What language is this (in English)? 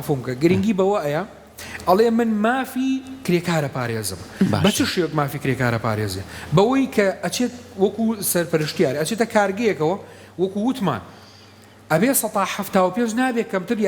Central Kurdish